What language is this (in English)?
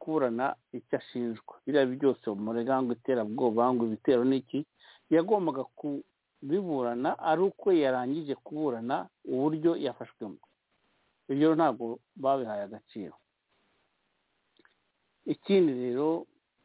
Kinyarwanda